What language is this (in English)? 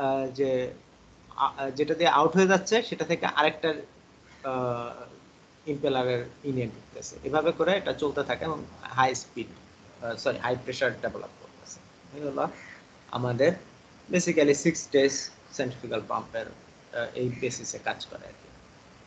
Bangla